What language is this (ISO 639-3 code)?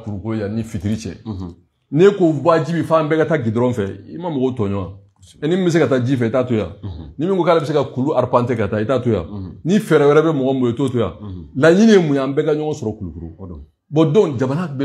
bam